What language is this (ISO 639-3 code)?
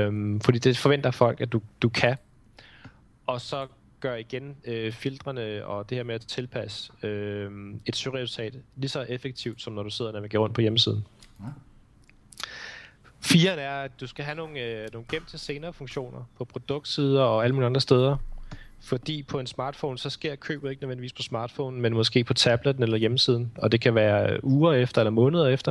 dan